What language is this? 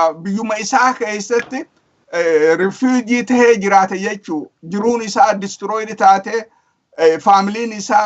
Oromo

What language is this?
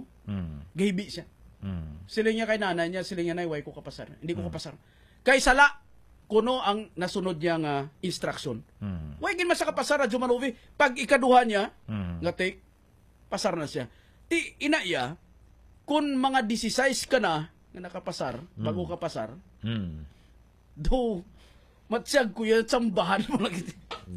Hiligaynon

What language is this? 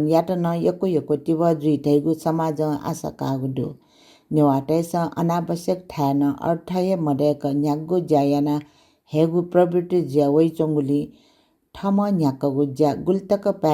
Newari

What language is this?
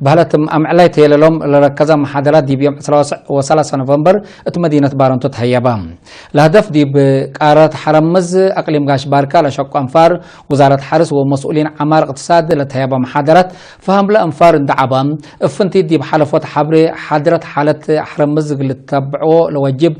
Tigre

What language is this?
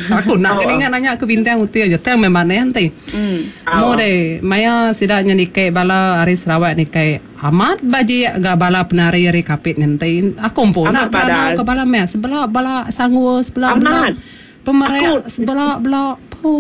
Iban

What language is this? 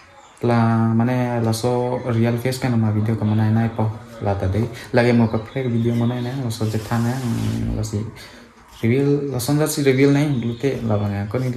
Karbi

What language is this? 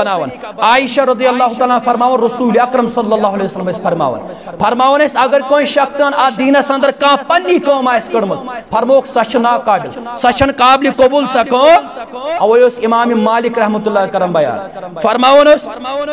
Kashmiri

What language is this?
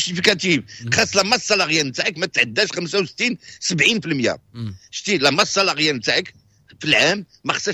Moroccan Arabic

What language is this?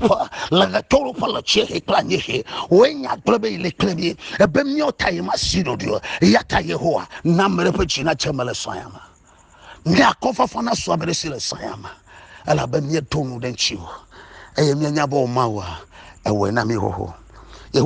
Ewe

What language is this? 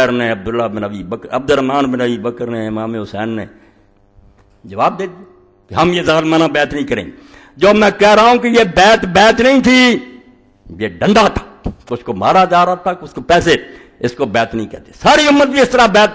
Urdu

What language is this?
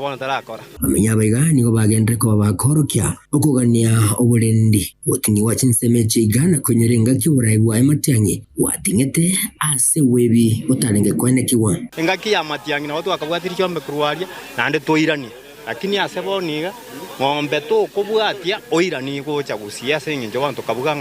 Gusii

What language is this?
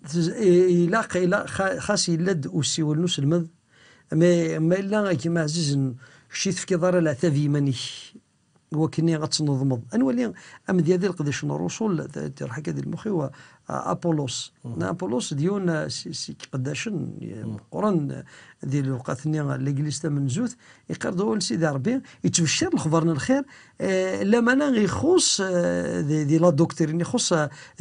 Kabyle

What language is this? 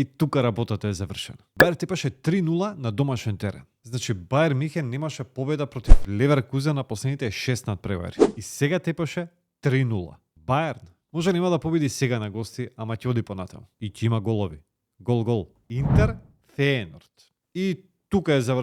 Macedonian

